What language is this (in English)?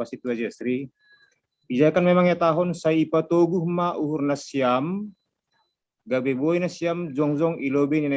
Batak Simalungun